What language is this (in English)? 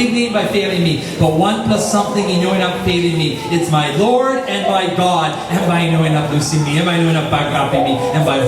Tok Pisin